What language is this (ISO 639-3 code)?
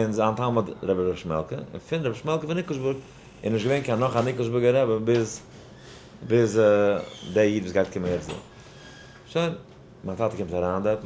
yid